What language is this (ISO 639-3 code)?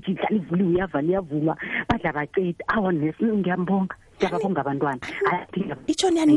nbl